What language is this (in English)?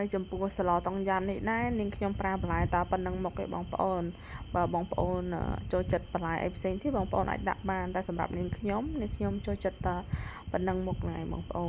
Khmer